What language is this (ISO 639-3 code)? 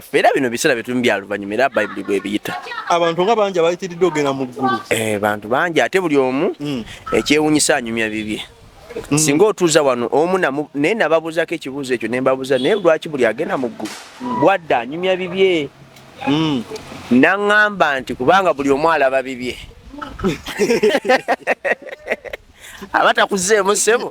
lug